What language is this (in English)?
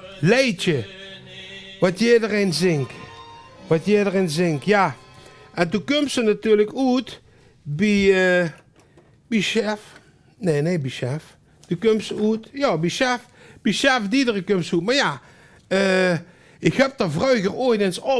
Limburgish